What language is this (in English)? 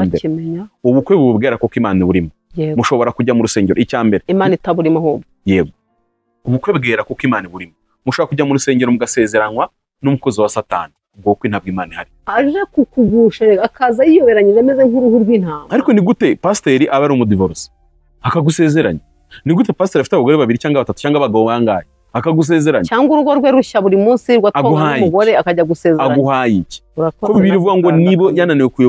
Kinyarwanda